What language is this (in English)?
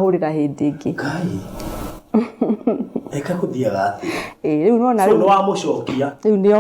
Kikuyu